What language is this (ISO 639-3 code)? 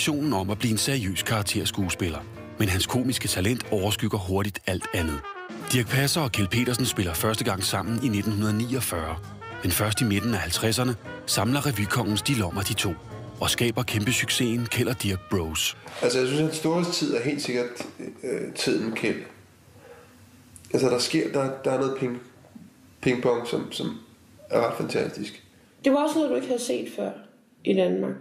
dan